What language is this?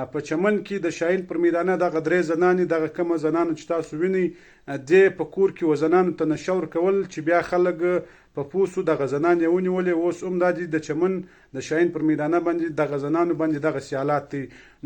Pashto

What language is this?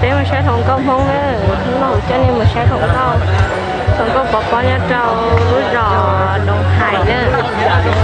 Hmong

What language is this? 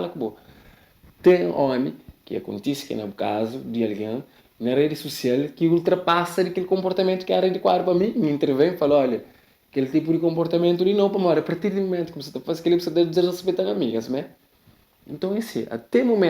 Kabuverdianu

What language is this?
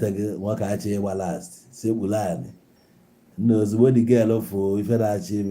Igbo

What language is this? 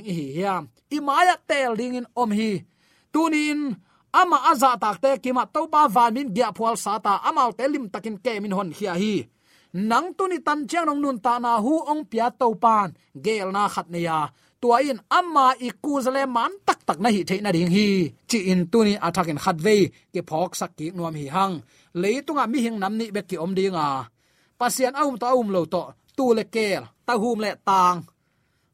Tedim Chin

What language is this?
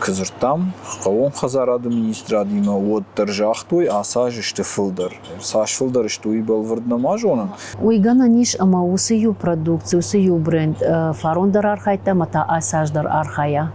Ossetic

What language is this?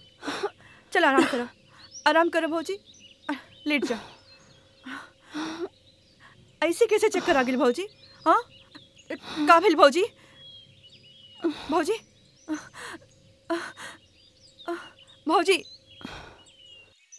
Bhojpuri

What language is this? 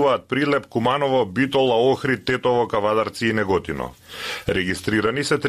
Macedonian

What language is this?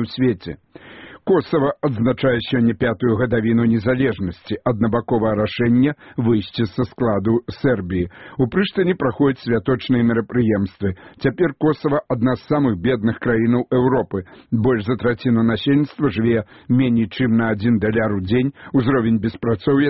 Belarusian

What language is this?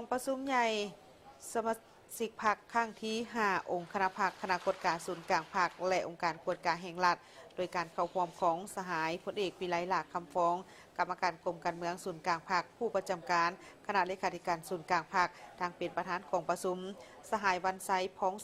Lao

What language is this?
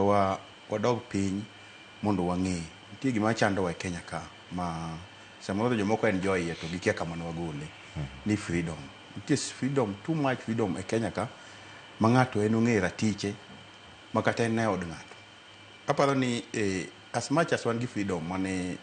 Luo (Kenya and Tanzania)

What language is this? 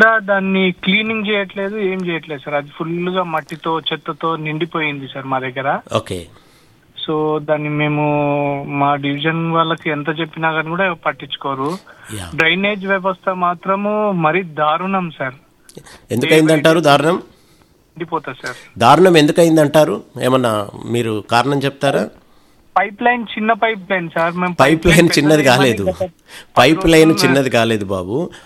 Telugu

